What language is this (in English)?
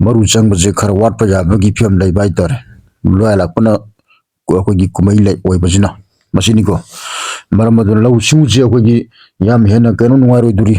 Manipuri